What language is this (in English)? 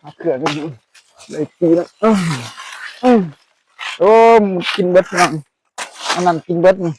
Northeastern Thai